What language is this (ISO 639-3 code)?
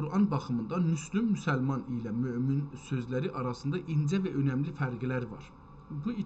azb